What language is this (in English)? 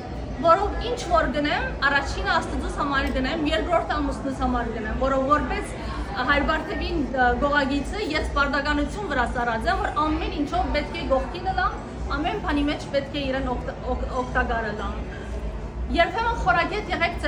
Western Armenian